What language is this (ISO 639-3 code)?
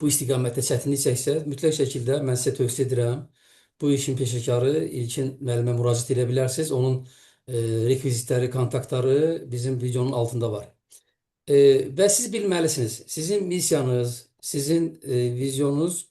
aze